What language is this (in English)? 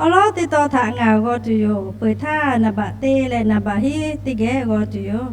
Lahu